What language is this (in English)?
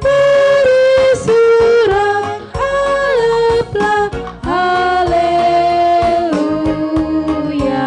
Batak Karo